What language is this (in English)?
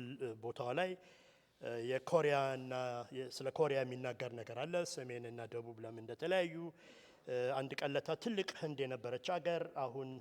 Amharic